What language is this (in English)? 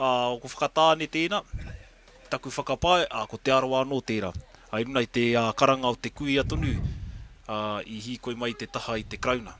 Māori